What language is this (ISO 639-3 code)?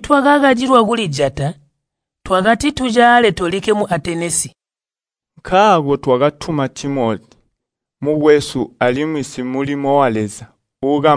toi